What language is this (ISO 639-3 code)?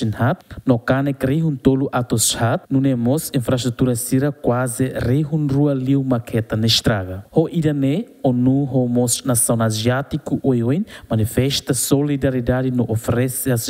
tet